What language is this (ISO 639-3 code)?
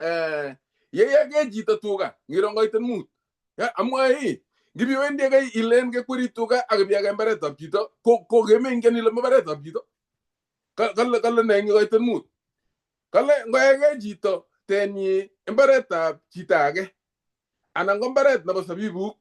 kln